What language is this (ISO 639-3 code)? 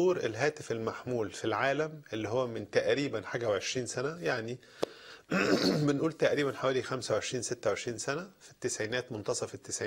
arz